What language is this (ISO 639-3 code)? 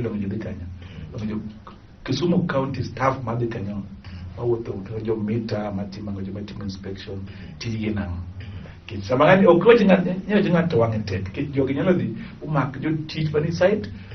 luo